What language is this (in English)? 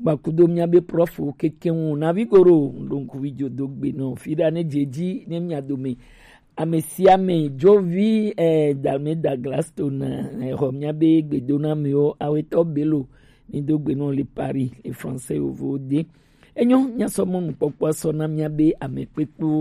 Gen